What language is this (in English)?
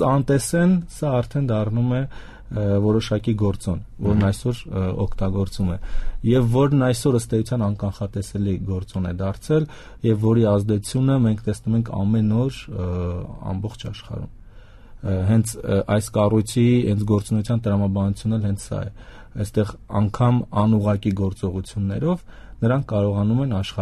Armenian